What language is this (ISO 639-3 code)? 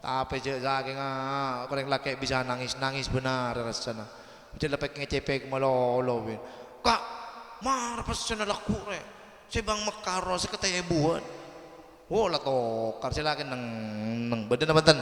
mad